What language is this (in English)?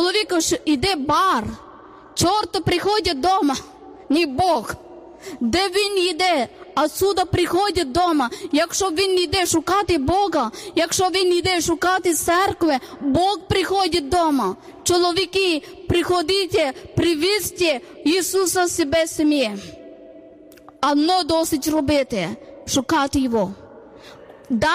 Ukrainian